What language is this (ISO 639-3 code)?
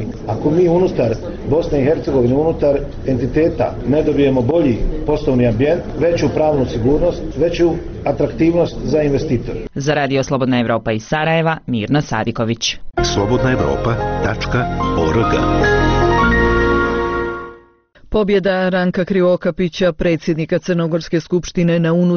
bos